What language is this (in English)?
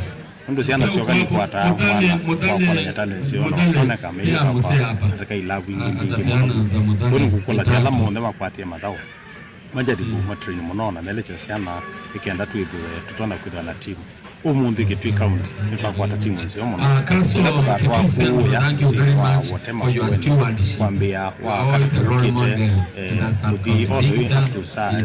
Kamba